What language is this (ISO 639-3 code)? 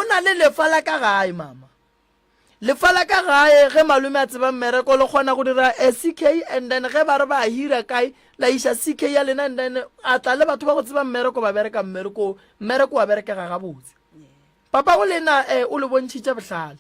nso